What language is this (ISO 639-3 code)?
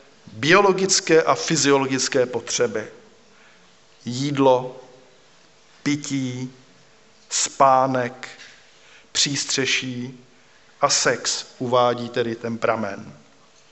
ces